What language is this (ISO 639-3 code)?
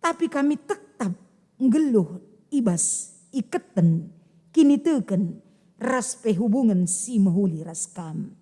btx